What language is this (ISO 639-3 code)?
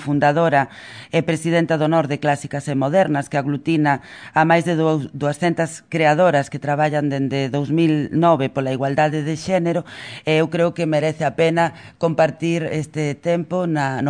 glg